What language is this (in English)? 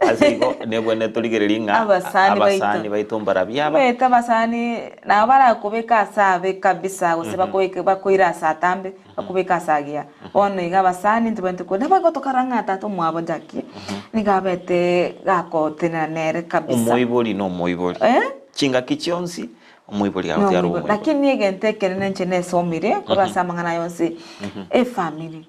Gusii